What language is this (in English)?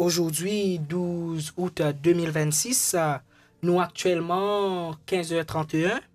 Morisyen